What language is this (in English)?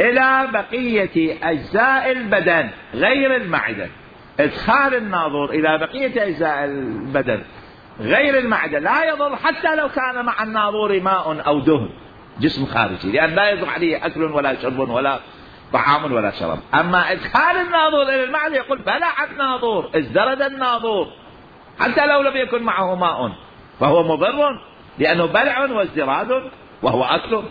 Mesopotamian Arabic